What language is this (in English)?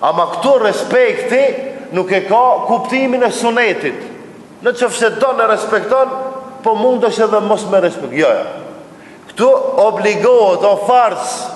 Albanian